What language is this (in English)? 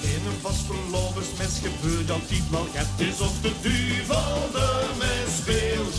Limburgish